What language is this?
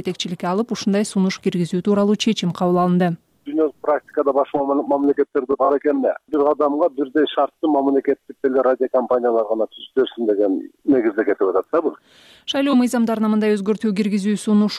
Kyrgyz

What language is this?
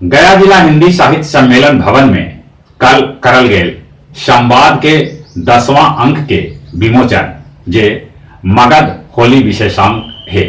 Magahi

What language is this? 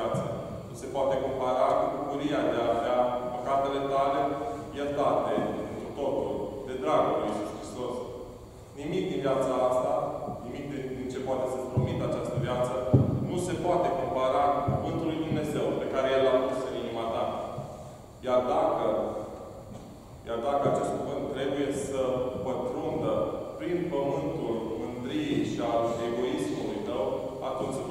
Romanian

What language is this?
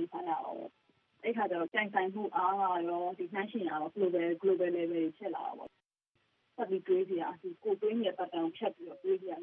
Burmese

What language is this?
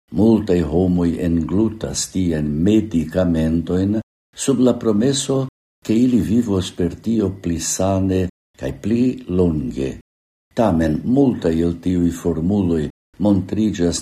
Esperanto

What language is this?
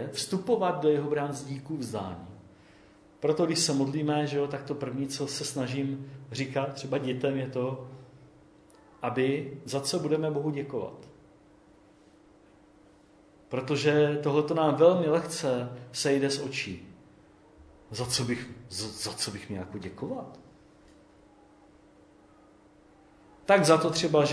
Czech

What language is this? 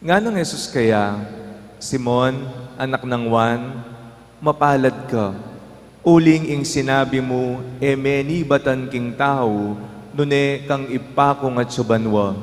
Pampanga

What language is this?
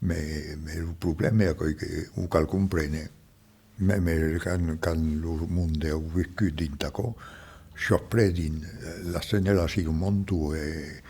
Occitan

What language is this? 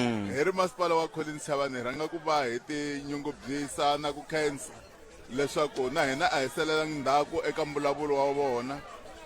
Tsonga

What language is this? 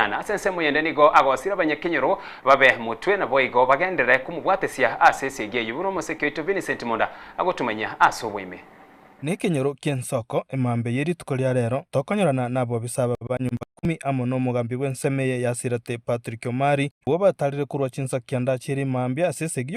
Gusii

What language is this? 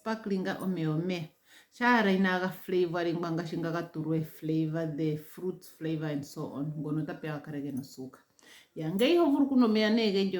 Ndonga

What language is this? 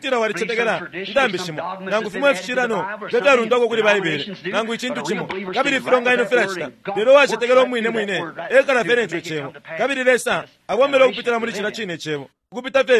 Bemba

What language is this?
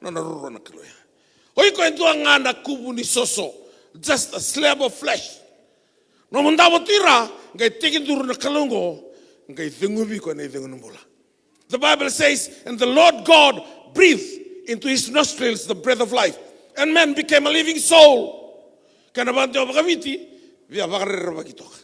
Fijian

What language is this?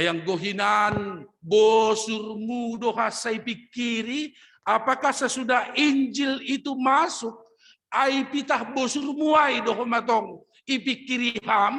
Batak Simalungun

